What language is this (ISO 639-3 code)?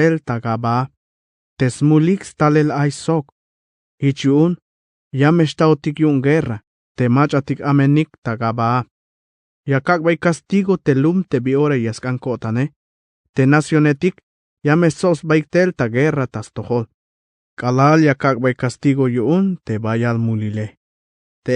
tzh